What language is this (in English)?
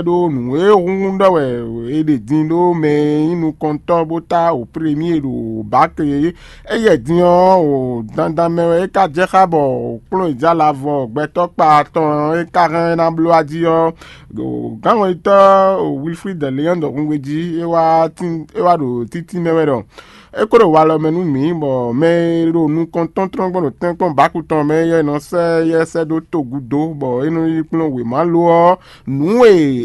Fon